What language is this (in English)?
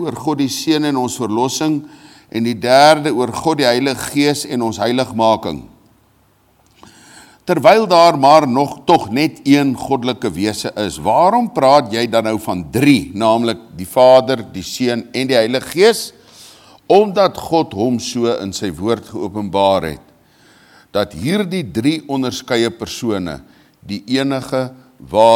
Afrikaans